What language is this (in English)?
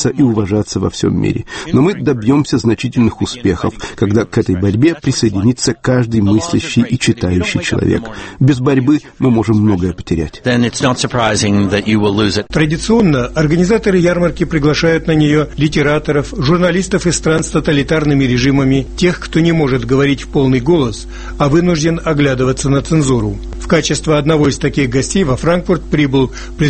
Russian